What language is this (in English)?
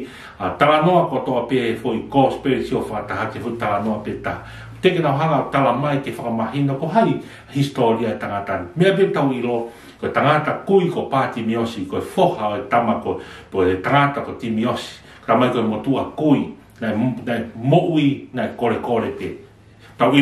Tongan